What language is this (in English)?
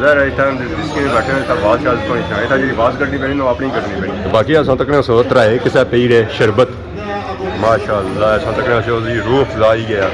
Pahari-Potwari